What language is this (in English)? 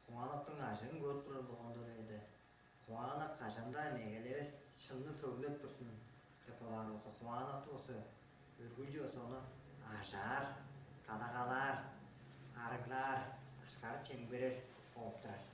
Tuvinian